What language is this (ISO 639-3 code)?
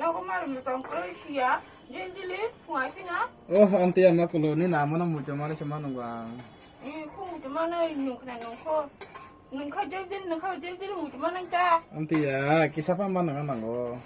trp